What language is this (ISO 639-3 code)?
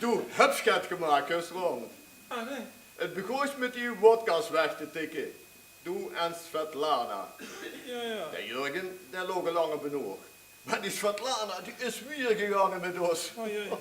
lim